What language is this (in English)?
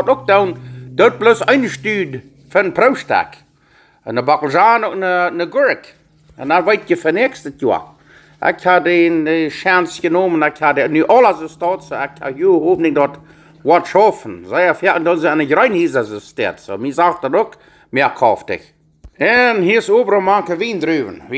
Plautdietsch